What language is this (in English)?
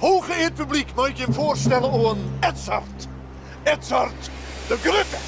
Western Frisian